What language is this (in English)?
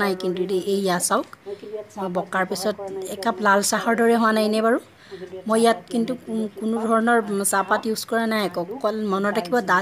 Assamese